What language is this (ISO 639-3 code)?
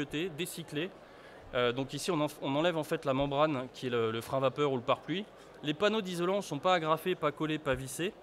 fra